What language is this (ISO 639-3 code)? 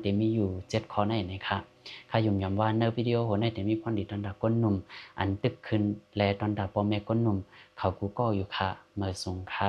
shn